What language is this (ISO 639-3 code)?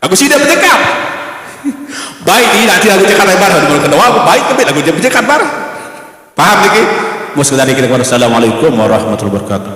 sas